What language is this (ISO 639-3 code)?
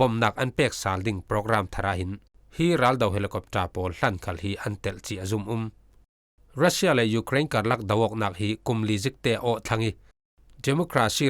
cfm